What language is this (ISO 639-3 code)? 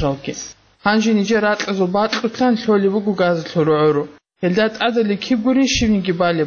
ava